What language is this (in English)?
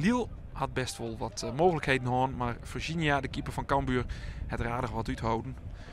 Western Frisian